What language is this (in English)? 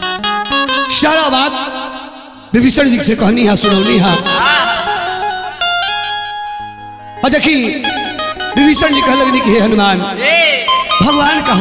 Bhojpuri